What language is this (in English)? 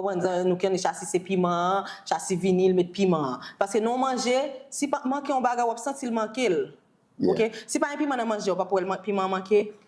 Haitian Creole